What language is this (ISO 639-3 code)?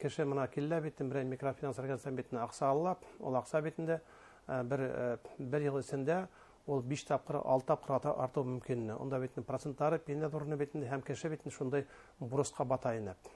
bak